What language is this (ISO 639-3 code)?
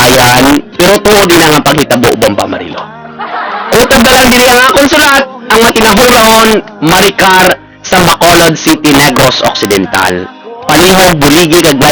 hil